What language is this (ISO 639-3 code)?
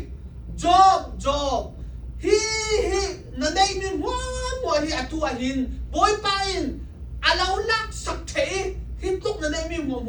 cnh